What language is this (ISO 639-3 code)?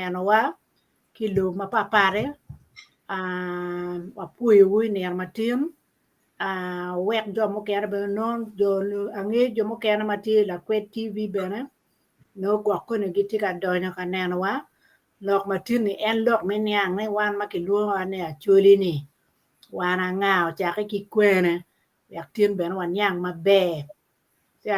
ach